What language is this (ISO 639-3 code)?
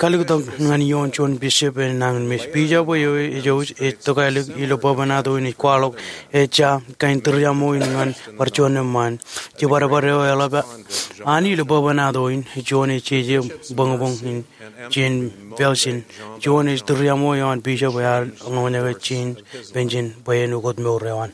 mah